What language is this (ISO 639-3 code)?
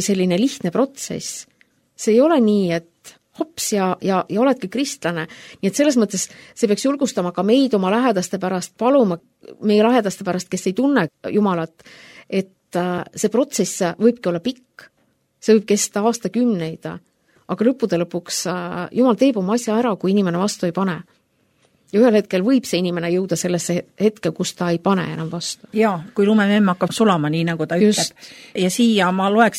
est